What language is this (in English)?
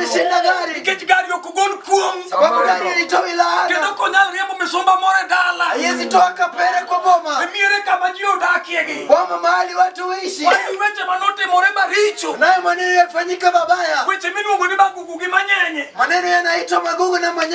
Luo (Kenya and Tanzania)